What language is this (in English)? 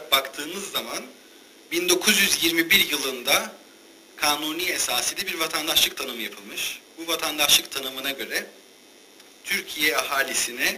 Turkish